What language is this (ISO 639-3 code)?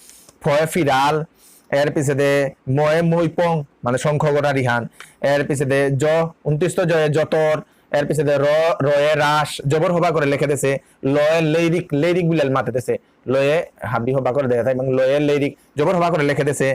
bpy